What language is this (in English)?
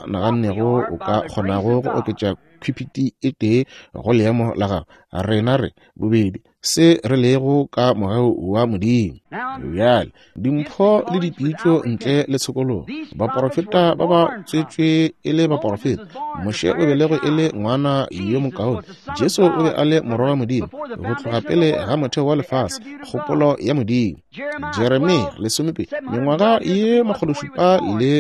Northern Sotho